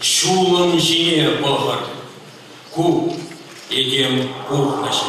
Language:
Chuvash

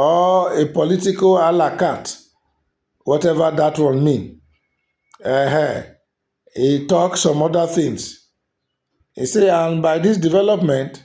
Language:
Nigerian Pidgin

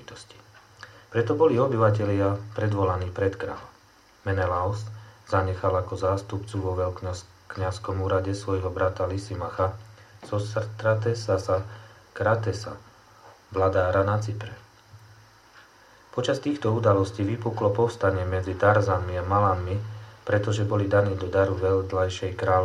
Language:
Slovak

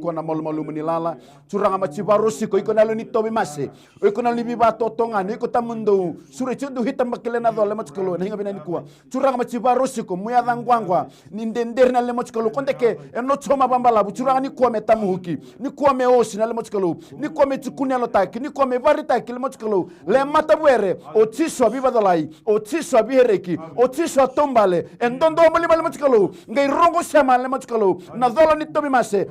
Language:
Fijian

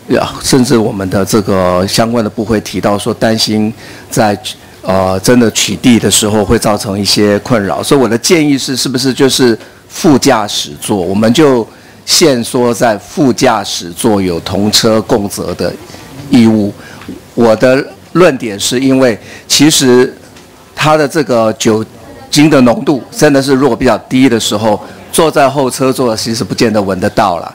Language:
Chinese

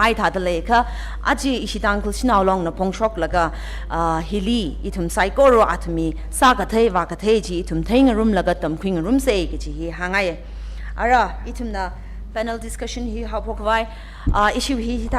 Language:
Tangkhul Naga (India)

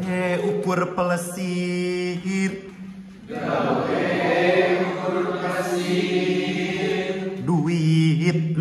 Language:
Sundanese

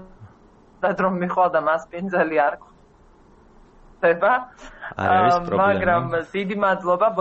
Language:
Georgian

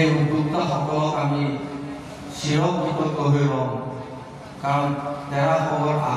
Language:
Assamese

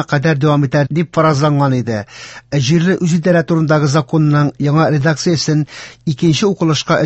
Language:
Tatar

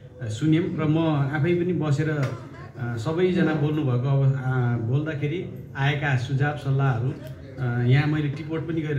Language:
Nepali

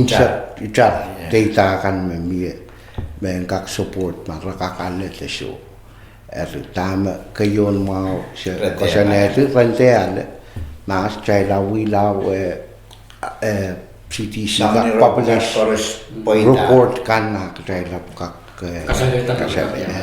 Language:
Pohnpeian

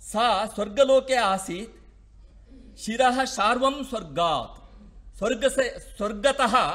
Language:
Sanskrit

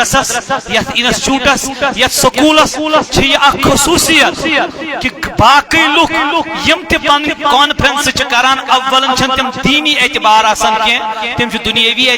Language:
Kashmiri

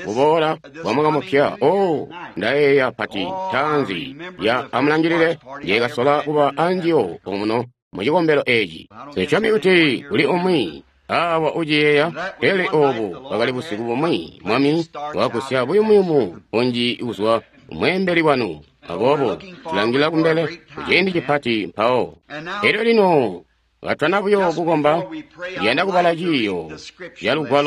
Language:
Tonga (Zambia)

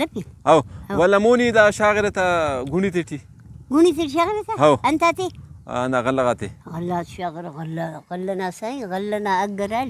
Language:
Brahui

